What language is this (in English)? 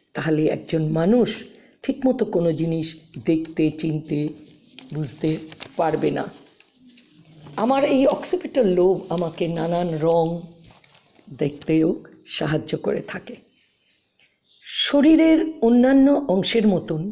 Bangla